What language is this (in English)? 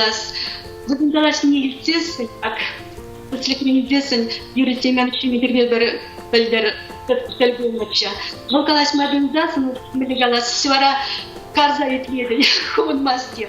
Chuvash